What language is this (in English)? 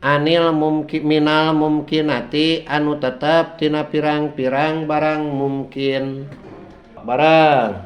Sundanese